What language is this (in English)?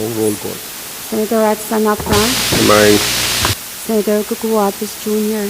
Pohnpeian